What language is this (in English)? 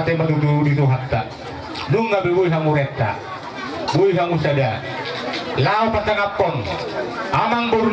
Batak Toba